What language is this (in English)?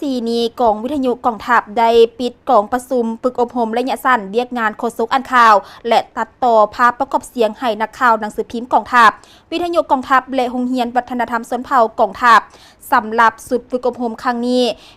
Lao